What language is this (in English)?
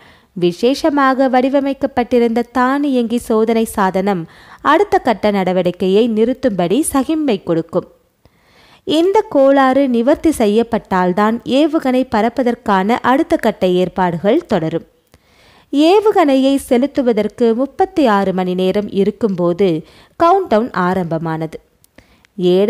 Tamil